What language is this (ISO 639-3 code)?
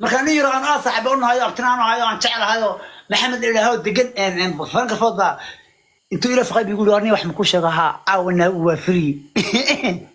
som